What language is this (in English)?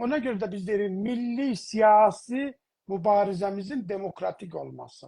South Azerbaijani